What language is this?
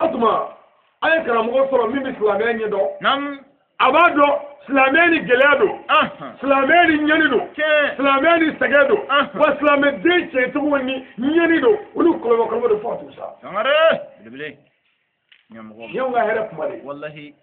Bambara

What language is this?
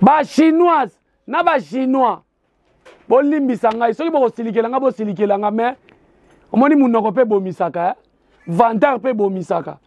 Lingala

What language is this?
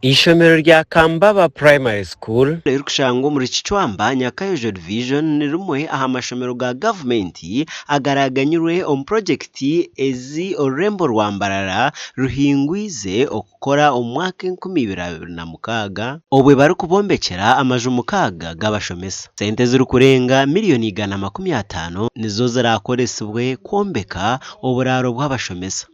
Nyankole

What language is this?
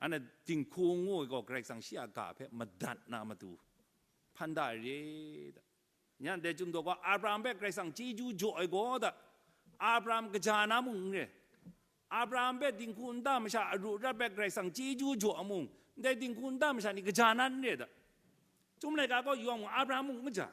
Kachin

